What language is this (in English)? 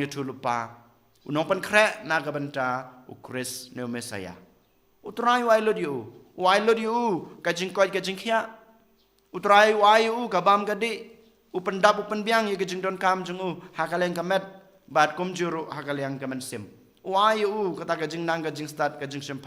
Khasi